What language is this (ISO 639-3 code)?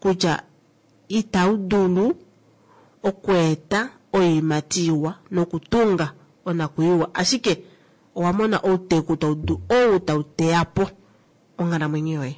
kua